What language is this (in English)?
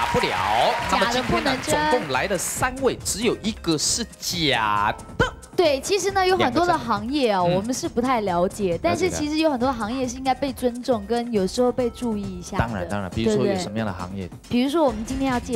Chinese